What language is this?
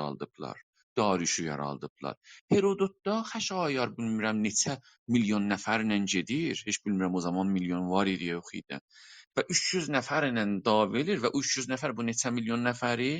South Azerbaijani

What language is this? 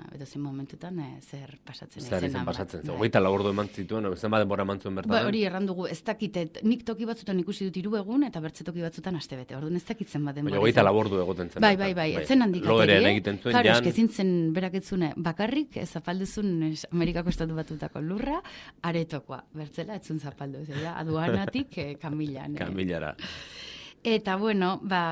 Basque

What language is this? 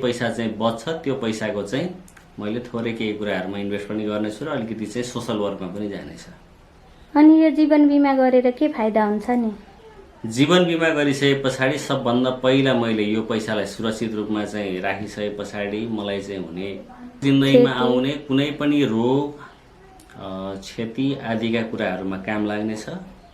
Nepali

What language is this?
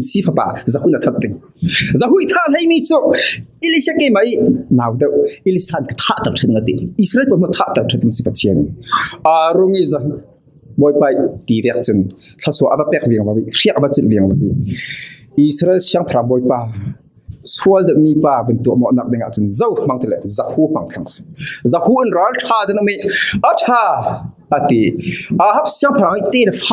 Falam Chin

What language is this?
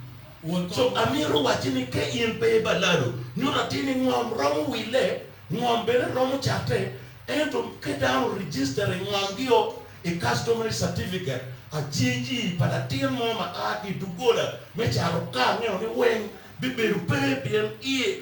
Acoli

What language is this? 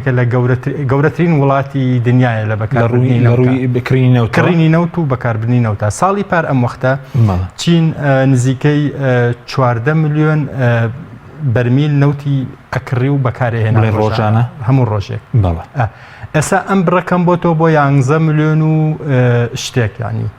Central Kurdish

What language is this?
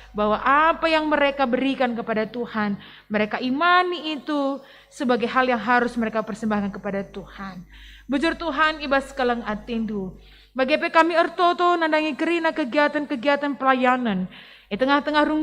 Batak Karo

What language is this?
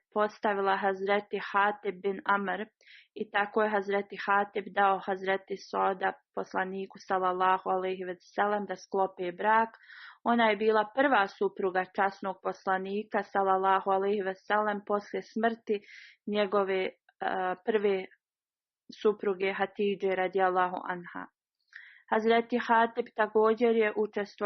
Bosnian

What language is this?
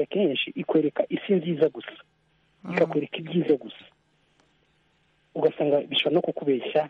Kinyarwanda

